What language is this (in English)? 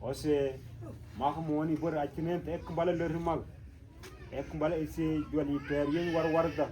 Mabaan